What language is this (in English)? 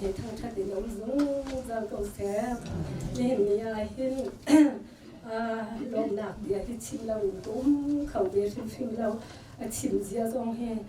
Hakha Chin